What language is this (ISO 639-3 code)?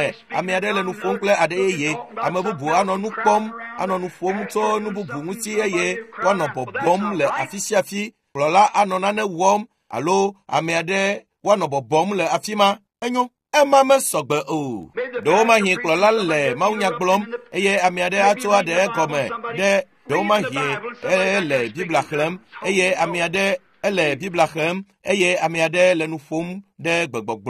ewe